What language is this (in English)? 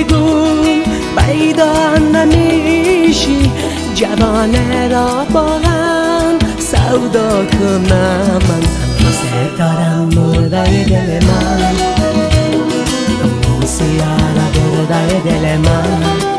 Persian